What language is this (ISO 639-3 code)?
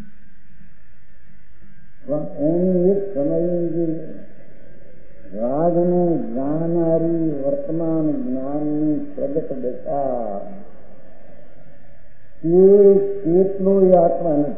guj